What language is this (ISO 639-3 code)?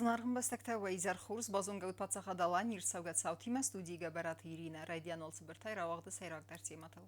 oss